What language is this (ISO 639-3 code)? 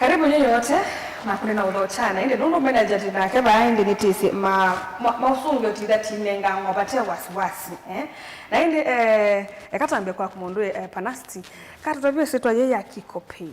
kam